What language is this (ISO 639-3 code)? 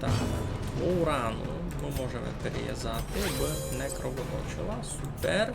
rue